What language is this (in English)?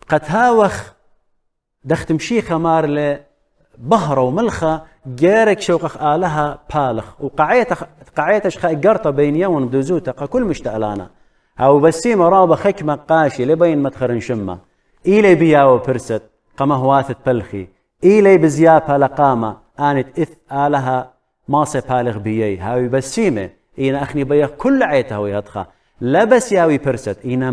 Assyrian Neo-Aramaic